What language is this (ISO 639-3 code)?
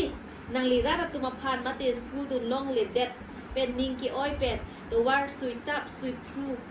mjw